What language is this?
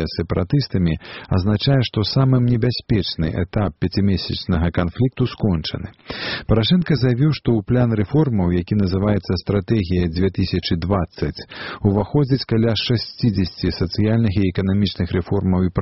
Belarusian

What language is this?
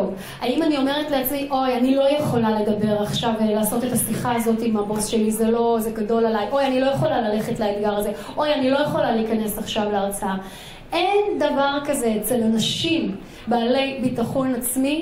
Hebrew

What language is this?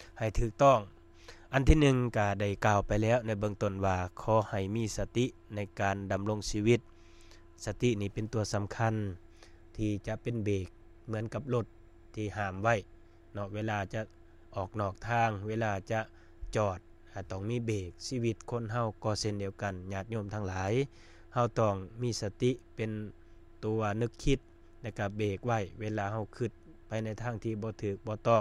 Lao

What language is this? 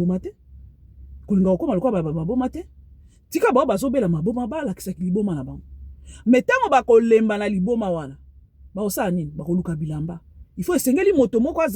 Lingala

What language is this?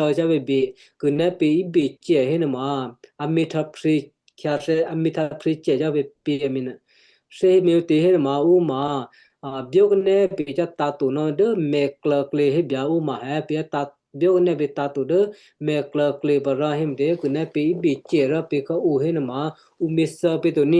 Western Kayah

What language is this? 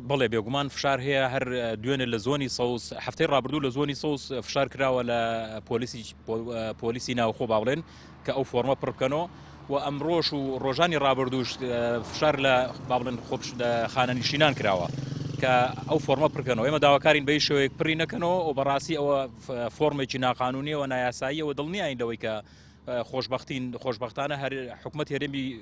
Central Kurdish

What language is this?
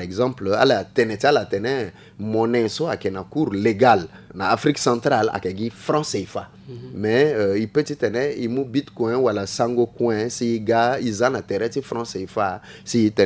Sango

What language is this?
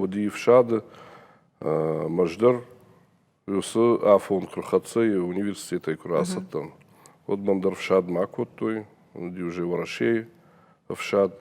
Ossetic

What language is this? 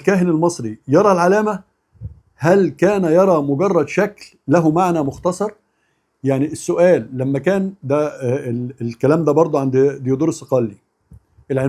Egyptian Arabic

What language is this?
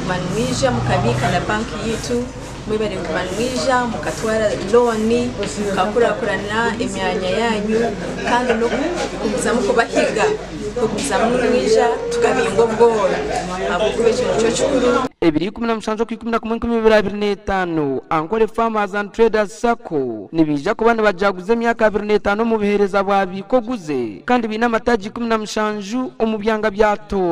Nyankole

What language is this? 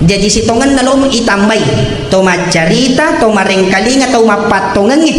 Buginese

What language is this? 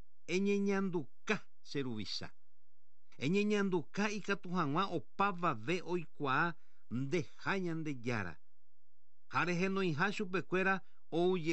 Guarani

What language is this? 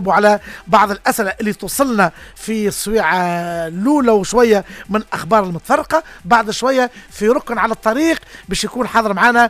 Tunisian Arabic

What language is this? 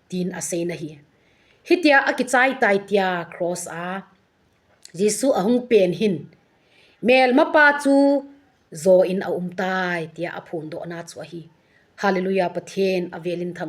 Thado Chin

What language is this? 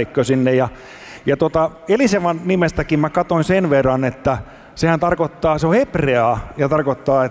Finnish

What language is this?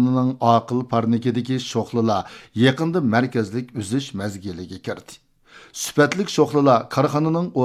Uyghur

